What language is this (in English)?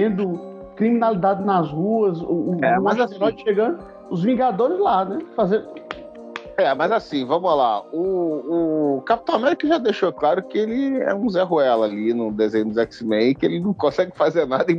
Portuguese